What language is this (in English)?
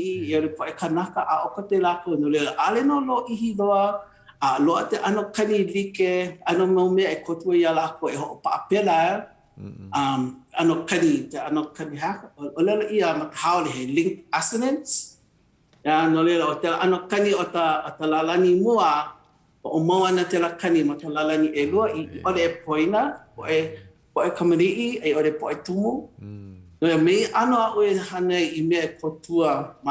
Hawaiian